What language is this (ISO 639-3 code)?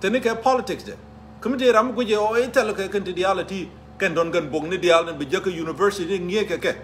nus